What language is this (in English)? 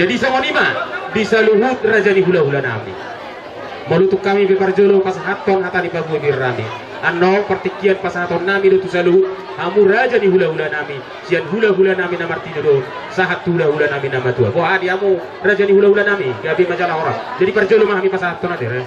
Batak Toba